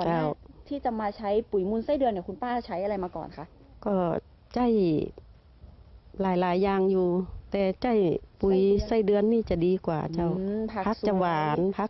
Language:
Thai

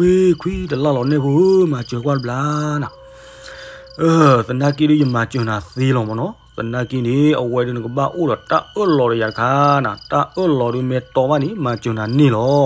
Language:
S'gaw Karen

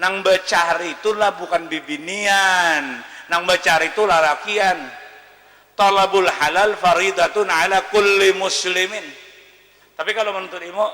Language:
Banjar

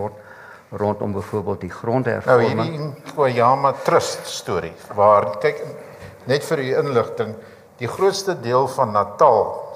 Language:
Afrikaans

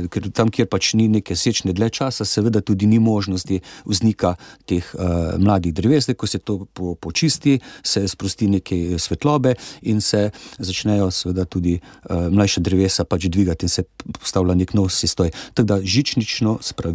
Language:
Slovenian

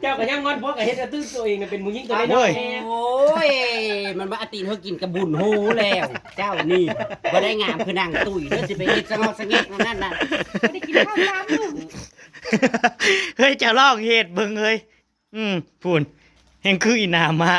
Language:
Northeastern Thai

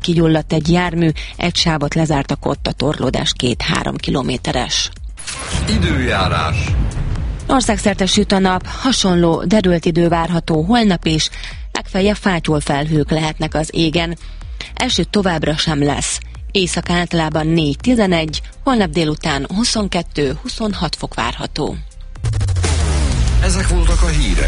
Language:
Hungarian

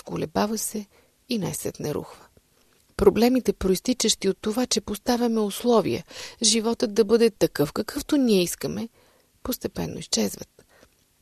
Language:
Bulgarian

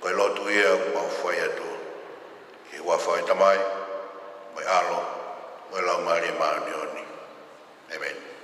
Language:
Tongan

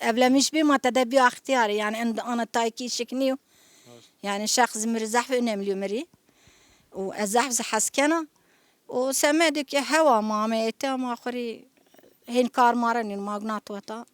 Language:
Zaza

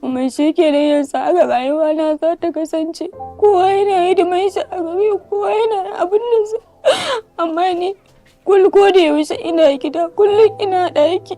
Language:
Hausa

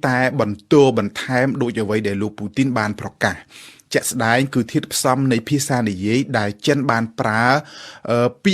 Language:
Khmer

